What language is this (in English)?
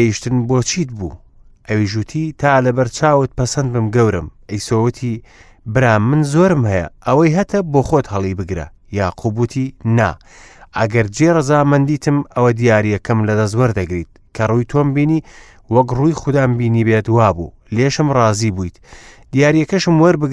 Central Kurdish